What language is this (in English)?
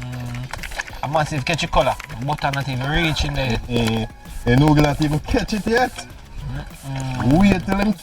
Jamaican Creole English